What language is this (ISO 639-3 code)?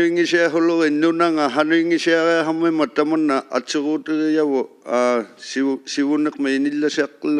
iku